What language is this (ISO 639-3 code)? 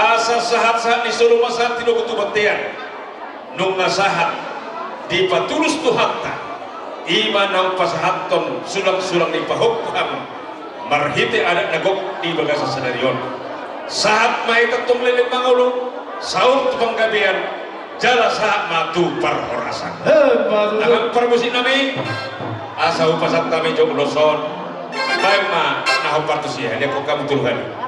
bbc